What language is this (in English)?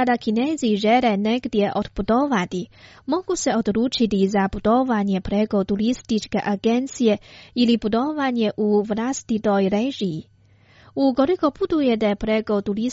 Croatian